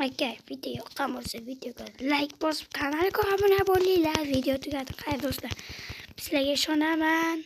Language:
Uzbek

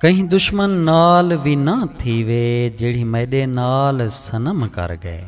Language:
Saraiki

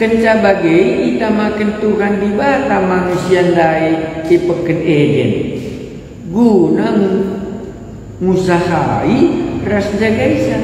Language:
Batak Karo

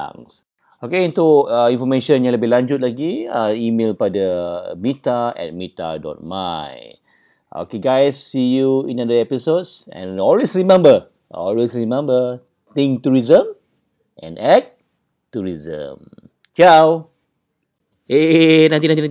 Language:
Malay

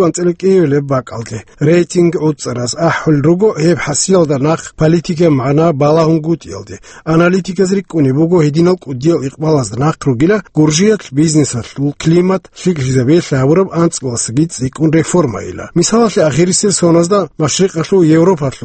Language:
Avaric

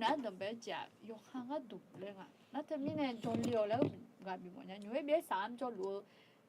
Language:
Akha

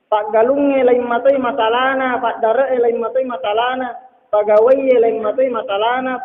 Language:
Buginese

